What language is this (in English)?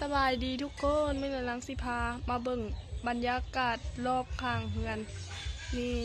Lao